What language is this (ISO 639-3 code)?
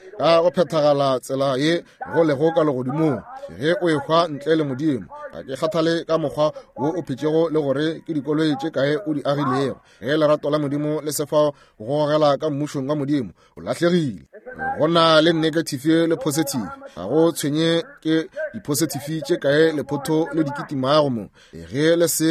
nso